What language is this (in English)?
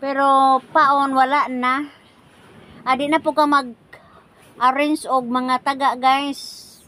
Cebuano